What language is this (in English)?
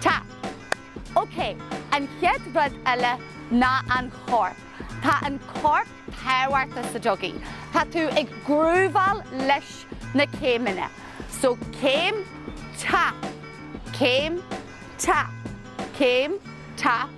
Irish